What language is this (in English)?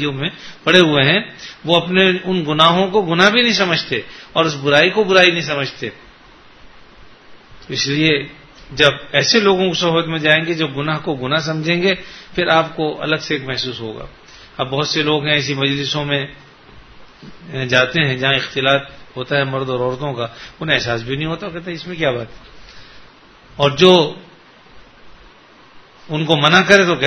Urdu